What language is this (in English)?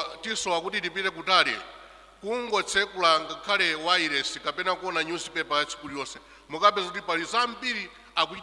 Nyanja